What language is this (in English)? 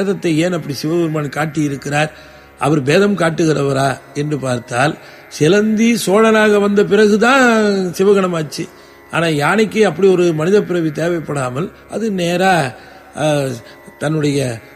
Tamil